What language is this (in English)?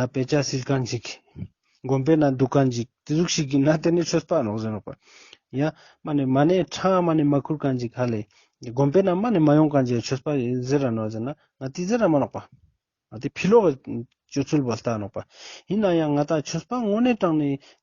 Ladakhi